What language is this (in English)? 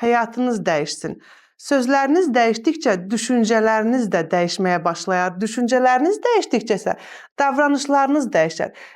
Azerbaijani